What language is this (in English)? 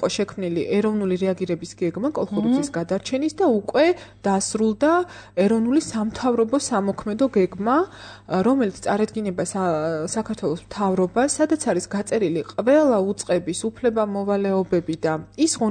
Georgian